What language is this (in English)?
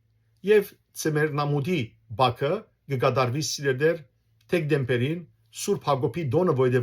Western Armenian